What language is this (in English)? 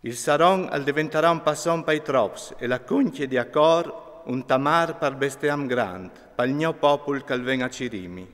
Friulian